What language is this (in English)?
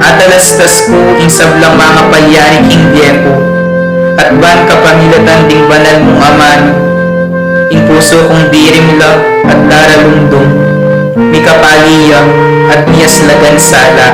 Pampanga